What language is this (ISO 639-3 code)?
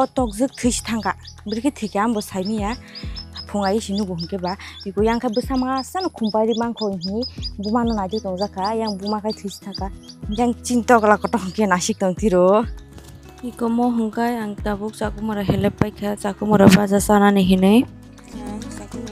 trp